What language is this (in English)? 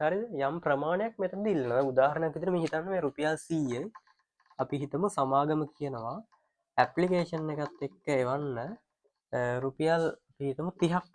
Sinhala